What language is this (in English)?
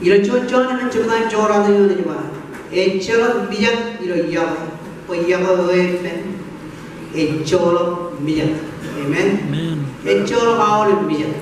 Marshallese